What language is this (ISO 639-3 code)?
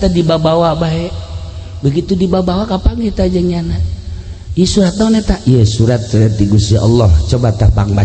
sun